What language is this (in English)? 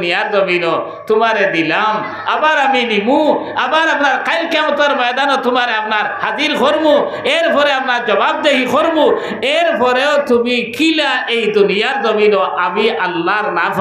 Sylheti